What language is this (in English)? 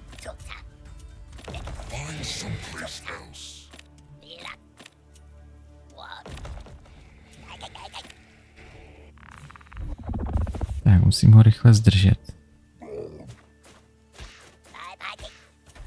Czech